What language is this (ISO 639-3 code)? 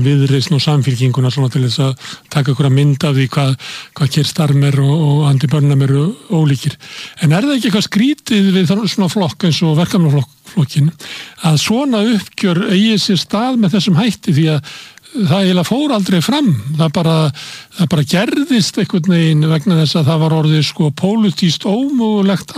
isl